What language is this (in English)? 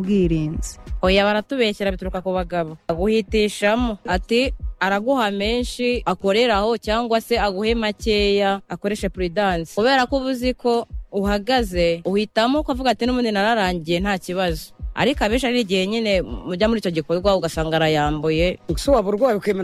Kinyarwanda